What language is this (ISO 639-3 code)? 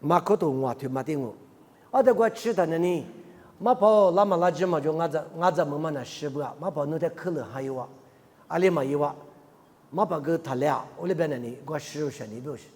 lis